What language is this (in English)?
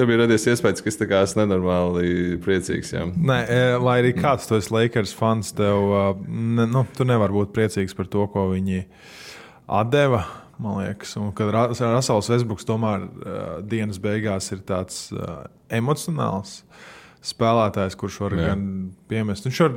Latvian